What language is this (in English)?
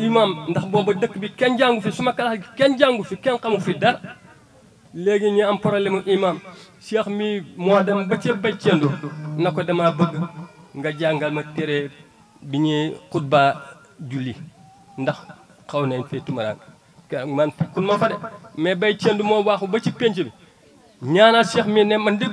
Wolof